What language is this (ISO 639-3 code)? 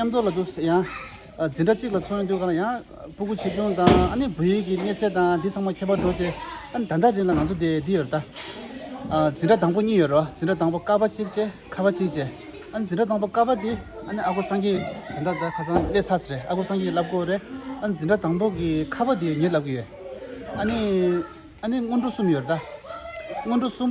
bod